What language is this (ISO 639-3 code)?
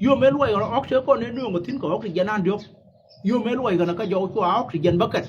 nus